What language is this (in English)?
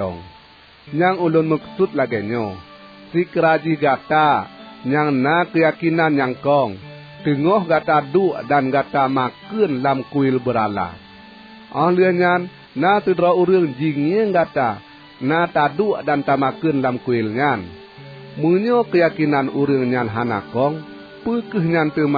Achinese